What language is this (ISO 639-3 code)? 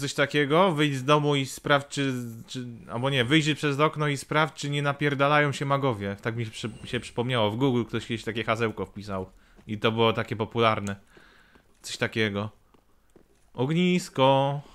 pol